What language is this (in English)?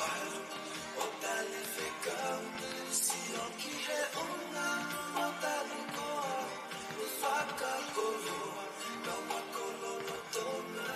Tongan